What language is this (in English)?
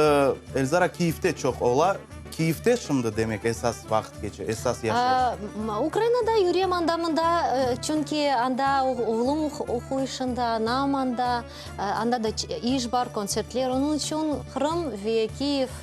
Crimean Tatar